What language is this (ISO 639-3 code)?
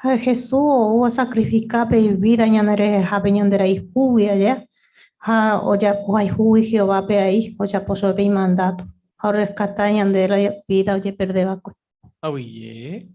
grn